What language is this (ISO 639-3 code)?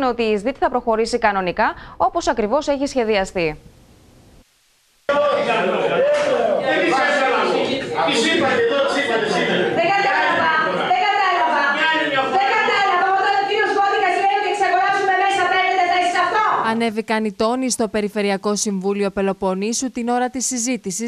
ell